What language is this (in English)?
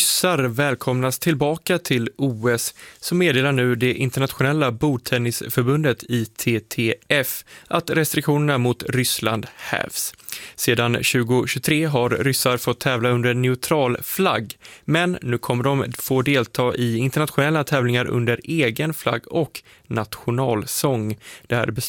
Swedish